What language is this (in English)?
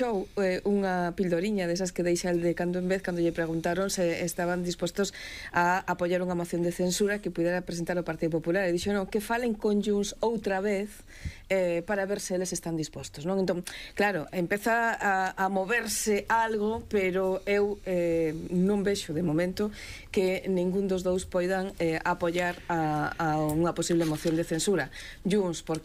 Galician